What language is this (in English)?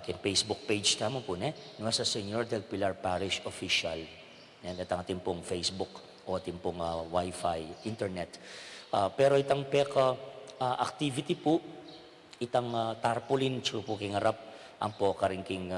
Pampanga